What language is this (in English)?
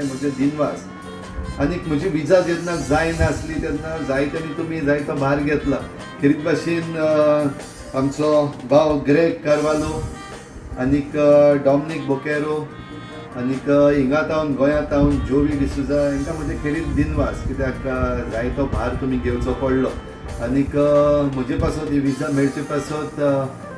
Konkani